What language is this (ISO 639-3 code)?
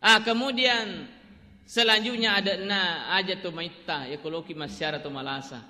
bug